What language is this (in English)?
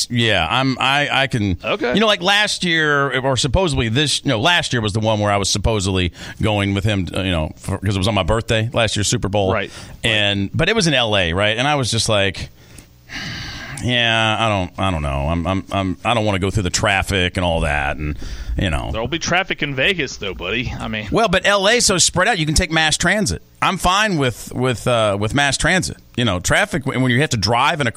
English